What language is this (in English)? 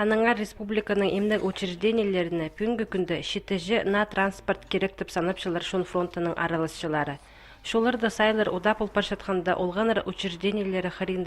Khakas